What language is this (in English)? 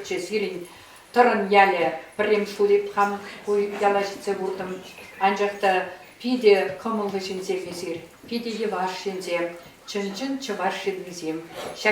Chuvash